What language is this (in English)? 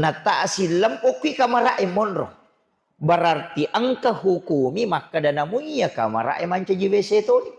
Buginese